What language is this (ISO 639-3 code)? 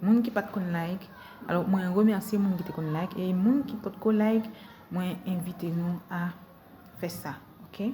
hat